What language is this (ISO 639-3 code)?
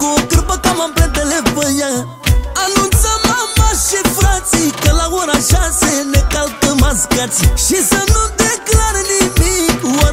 ron